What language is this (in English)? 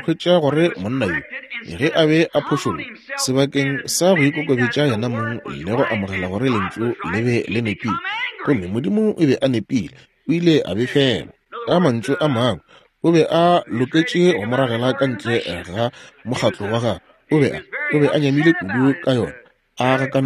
Northern Sotho